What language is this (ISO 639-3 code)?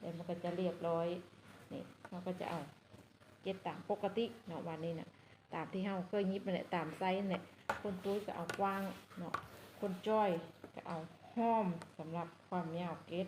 lao